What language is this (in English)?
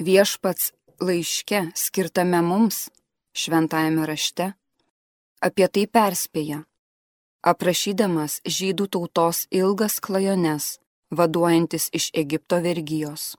Lithuanian